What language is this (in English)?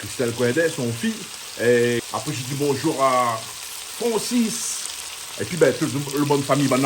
Réunion Creole French